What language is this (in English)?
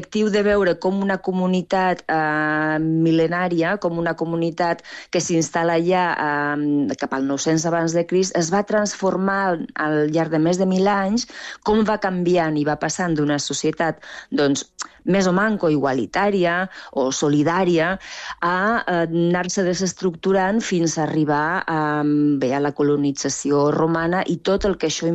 Catalan